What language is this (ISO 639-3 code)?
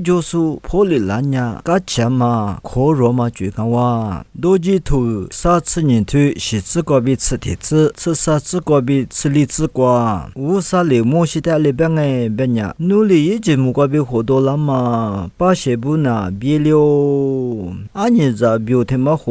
lis